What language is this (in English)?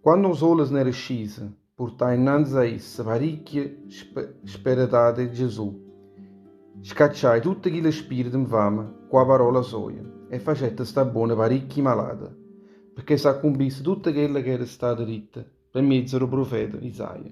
Neapolitan